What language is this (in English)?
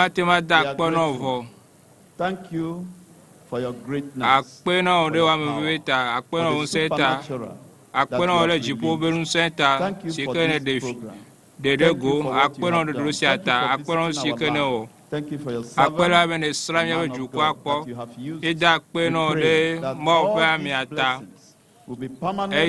Ewe